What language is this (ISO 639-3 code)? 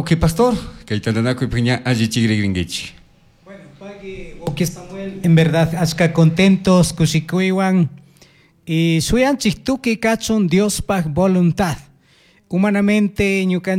qug